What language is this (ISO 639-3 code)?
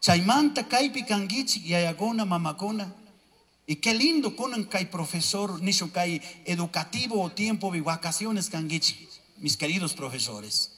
qug